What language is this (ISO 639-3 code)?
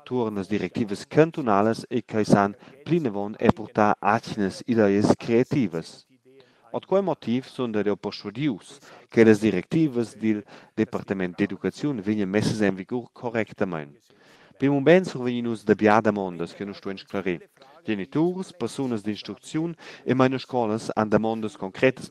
roh